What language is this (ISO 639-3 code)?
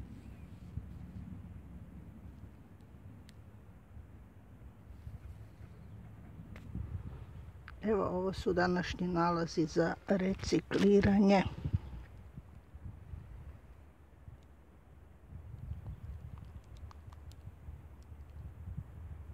hrv